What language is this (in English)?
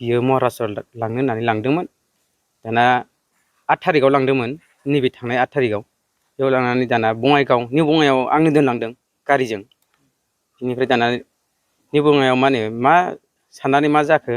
Bodo